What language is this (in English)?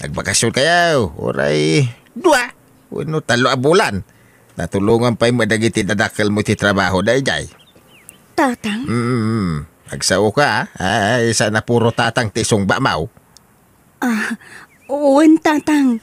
Iloko